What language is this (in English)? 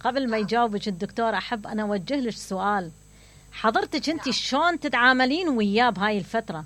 Mesopotamian Arabic